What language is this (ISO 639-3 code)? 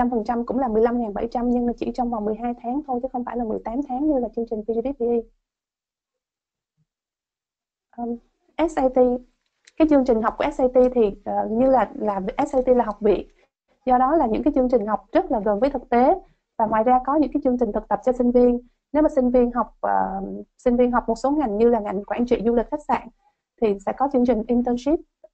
vie